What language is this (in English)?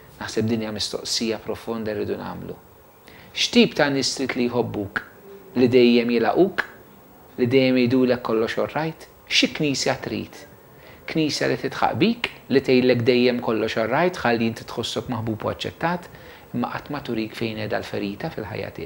Maltese